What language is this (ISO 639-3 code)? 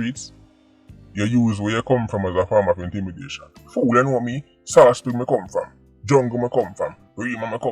jam